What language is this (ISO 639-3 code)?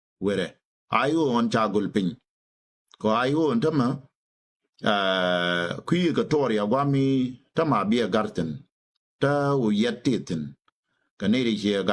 nus